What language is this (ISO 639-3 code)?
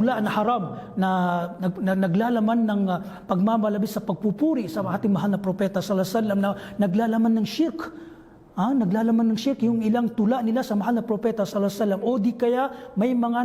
mrw